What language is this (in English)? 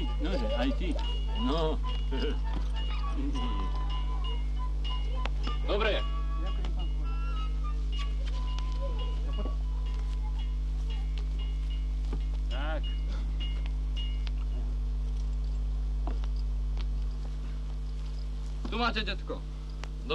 Slovak